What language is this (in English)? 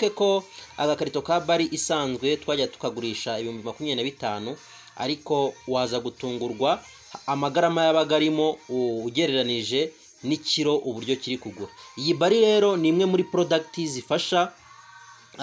Kinyarwanda